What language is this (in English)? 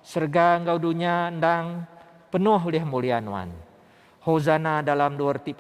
Iban